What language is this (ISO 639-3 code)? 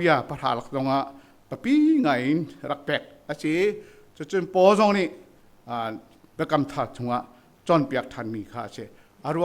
cnh